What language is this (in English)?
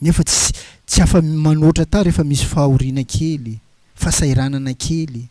Malagasy